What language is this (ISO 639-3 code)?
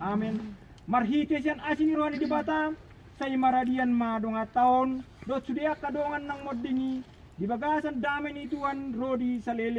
bbc